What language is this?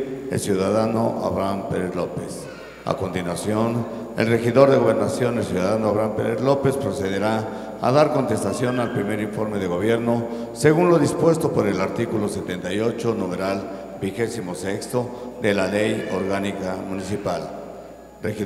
Spanish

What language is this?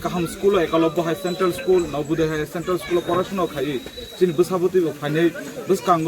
Kok Borok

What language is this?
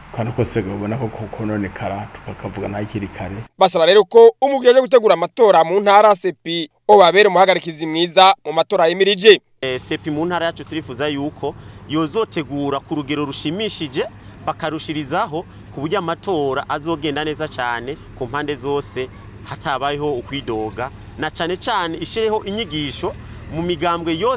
Rundi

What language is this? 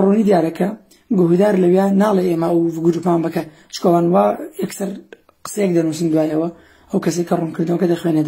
Central Kurdish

